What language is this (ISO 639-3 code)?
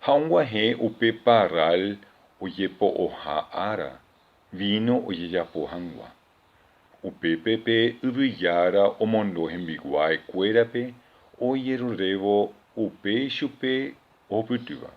grn